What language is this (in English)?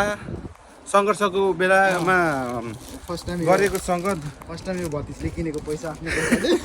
Nepali